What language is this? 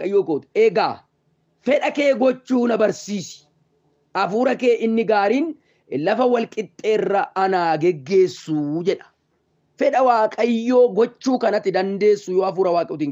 Oromo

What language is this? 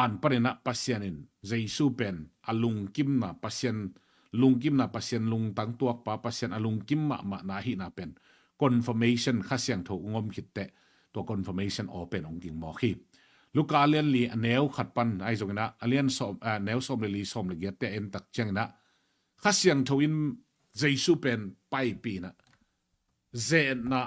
Tedim Chin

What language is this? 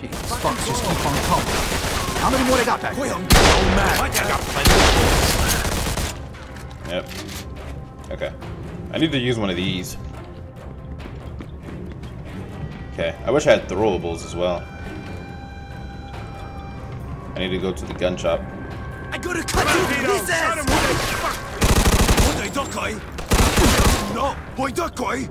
English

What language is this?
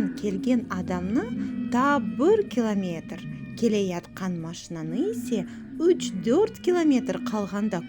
Crimean Tatar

